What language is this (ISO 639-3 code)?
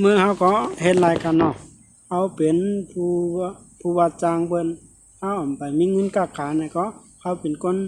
shn